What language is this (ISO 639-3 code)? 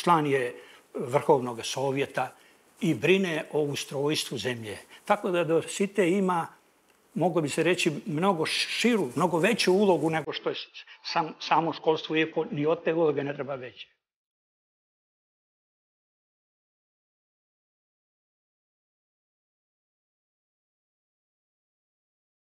srp